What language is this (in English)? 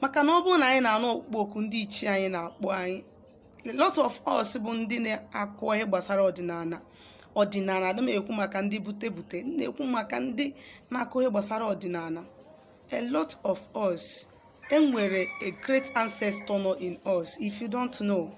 Igbo